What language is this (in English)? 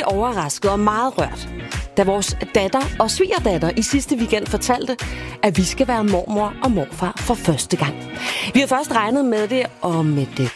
Danish